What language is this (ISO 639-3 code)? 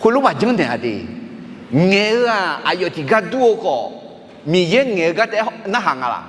ahk